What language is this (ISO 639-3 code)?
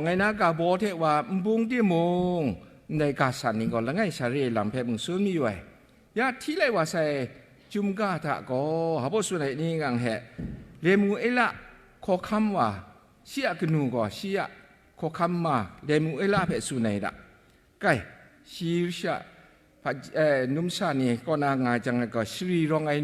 kac